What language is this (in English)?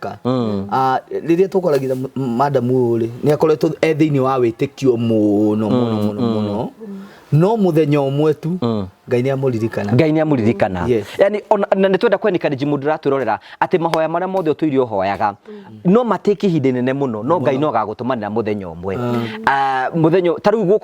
Kikuyu